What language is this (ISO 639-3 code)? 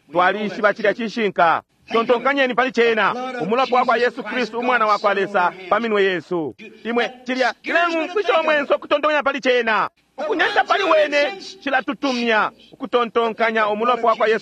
bem